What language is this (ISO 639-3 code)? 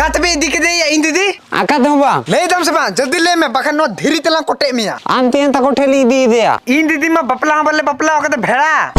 sat